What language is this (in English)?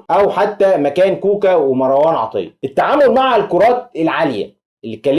Egyptian Arabic